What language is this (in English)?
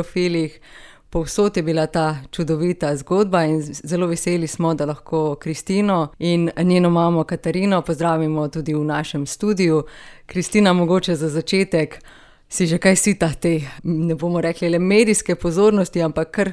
Slovenian